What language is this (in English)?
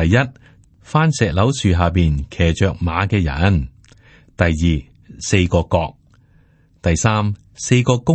Cantonese